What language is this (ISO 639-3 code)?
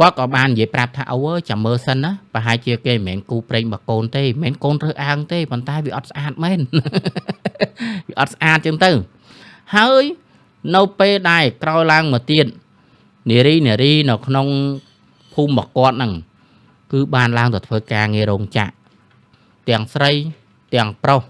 khm